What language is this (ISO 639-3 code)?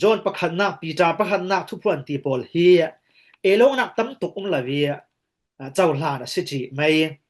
cfm